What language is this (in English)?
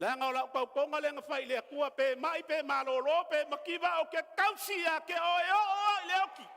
Samoan